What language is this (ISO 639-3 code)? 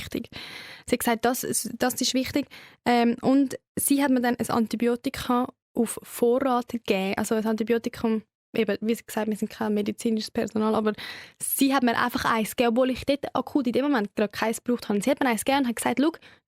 gsw